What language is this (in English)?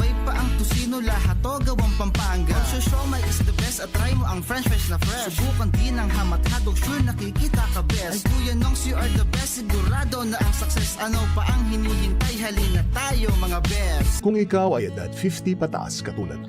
Bikol